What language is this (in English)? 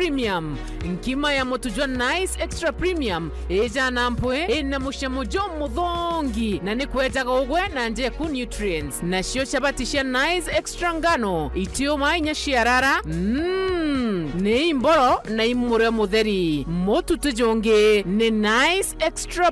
Meru